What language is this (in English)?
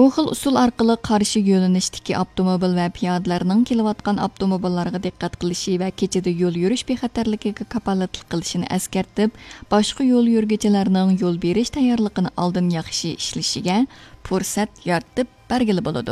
Uyghur